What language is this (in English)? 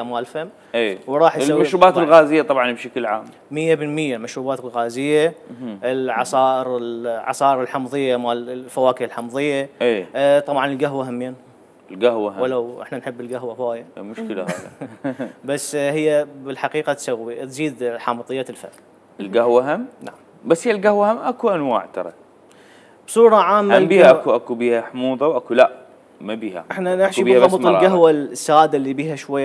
Mesopotamian Arabic